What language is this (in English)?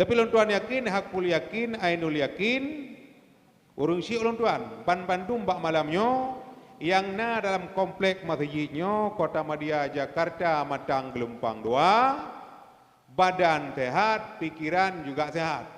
Achinese